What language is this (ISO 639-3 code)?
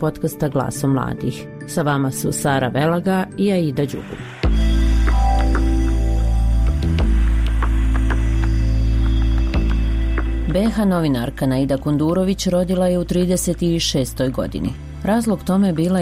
bos